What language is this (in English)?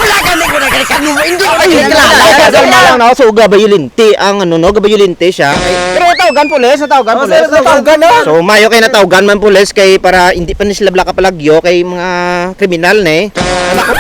Hiligaynon